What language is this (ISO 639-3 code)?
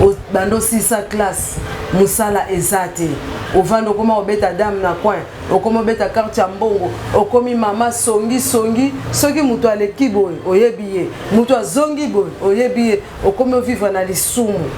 lin